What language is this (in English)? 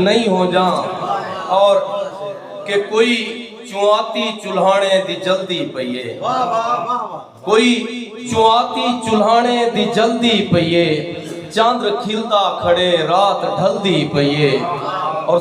Saraiki